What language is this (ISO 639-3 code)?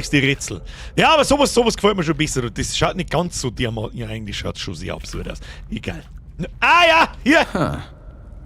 bar